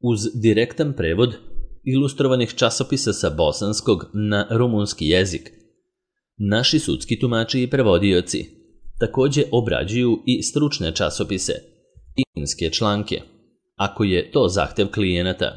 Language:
Serbian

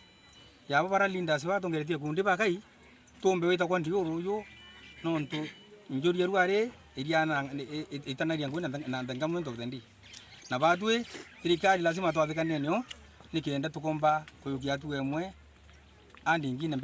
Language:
Meru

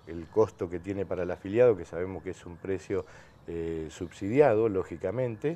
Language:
Spanish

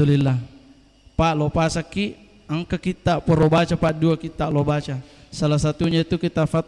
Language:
Buginese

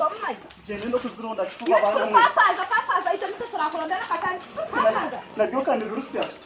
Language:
Nyankole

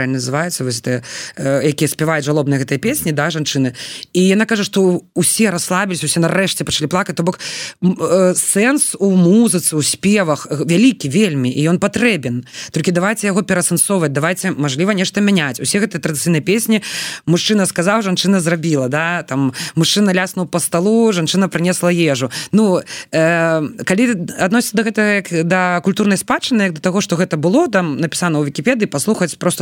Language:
Belarusian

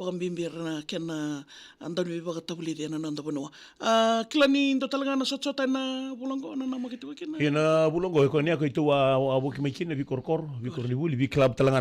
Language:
Fijian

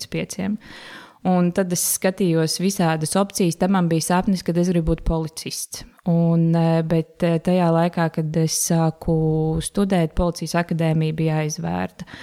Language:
Latvian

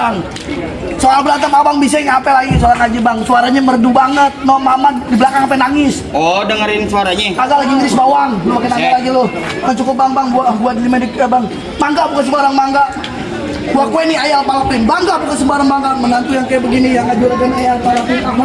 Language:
Betawi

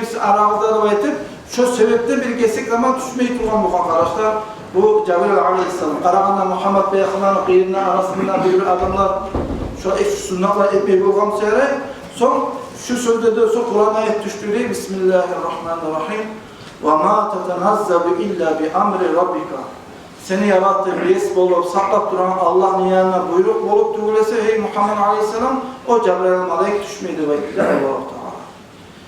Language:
Kumyk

